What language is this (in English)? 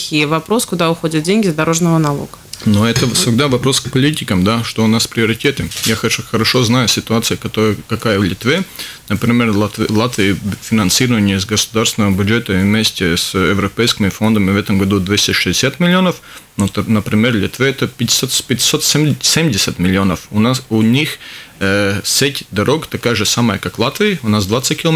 Russian